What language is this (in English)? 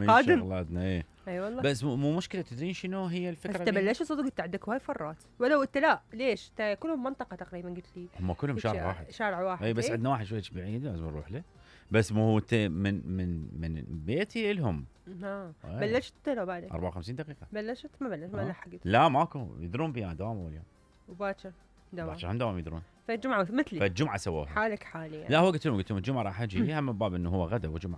Mesopotamian Arabic